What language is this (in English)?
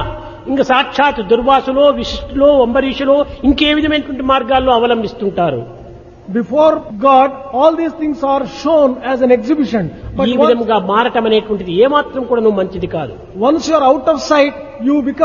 Telugu